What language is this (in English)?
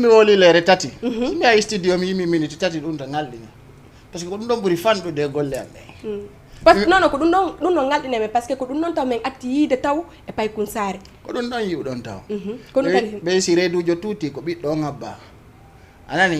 Fula